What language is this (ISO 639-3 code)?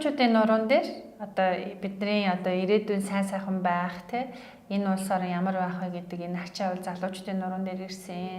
mon